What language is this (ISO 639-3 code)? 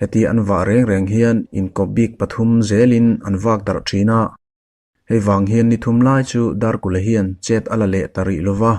lus